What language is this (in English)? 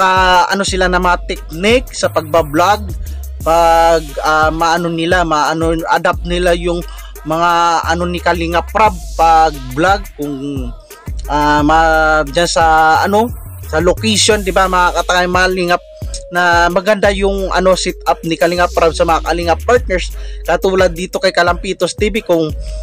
Filipino